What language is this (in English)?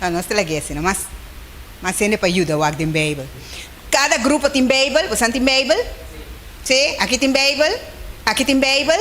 Papiamento